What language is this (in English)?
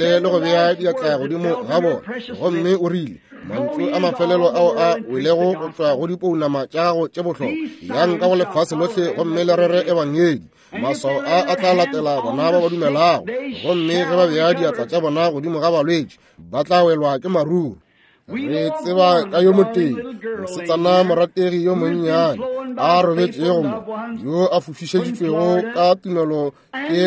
Northern Sotho